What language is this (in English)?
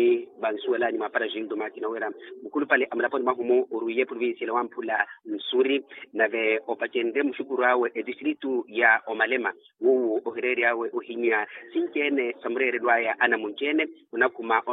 Makhuwa